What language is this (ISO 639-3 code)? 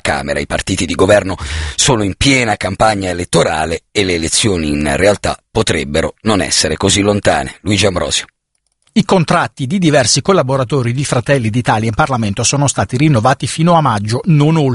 ita